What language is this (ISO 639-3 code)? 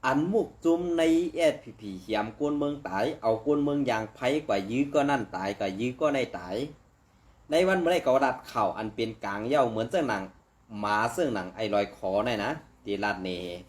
shn